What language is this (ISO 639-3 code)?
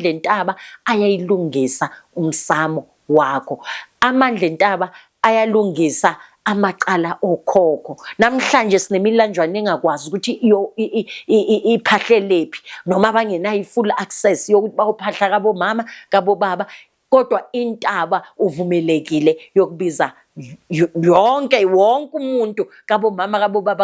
zul